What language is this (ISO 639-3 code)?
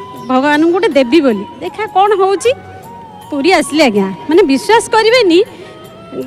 ori